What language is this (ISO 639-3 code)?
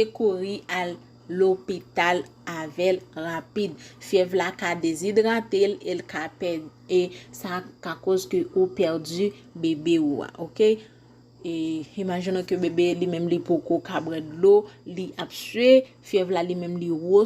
hat